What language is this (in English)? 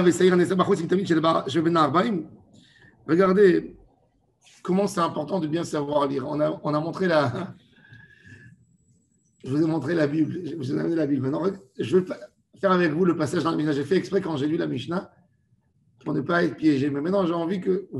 French